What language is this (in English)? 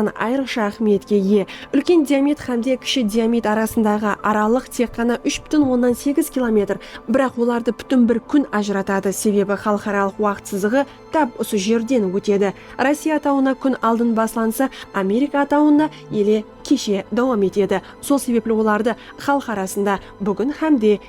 Kara-Kalpak